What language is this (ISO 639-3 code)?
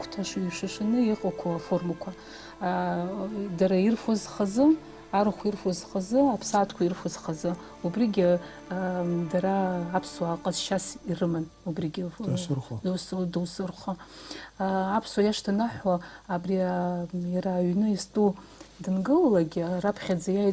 abk